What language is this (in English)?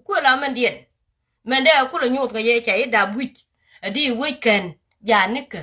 Nuer